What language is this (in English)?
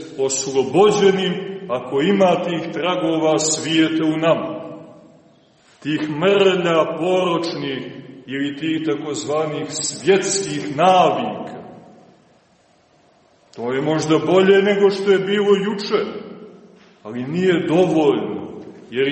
Serbian